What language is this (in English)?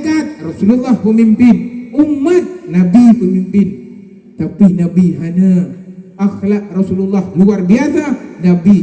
Achinese